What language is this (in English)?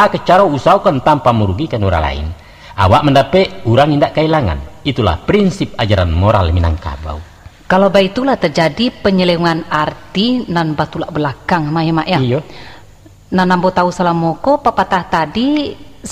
Minangkabau